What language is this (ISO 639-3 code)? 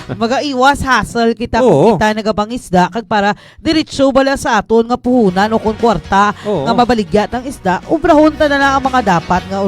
hil